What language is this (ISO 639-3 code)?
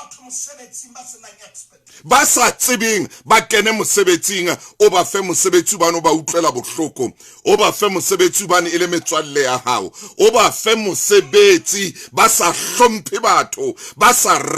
sot